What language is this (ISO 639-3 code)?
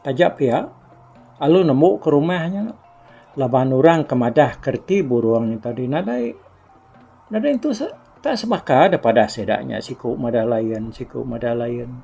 iba